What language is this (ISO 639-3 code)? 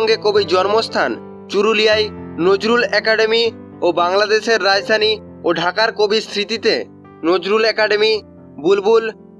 ben